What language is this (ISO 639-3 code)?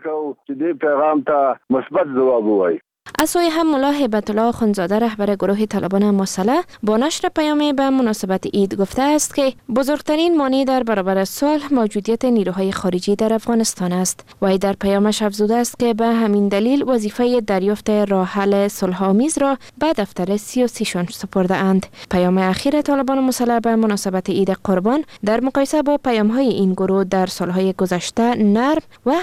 fas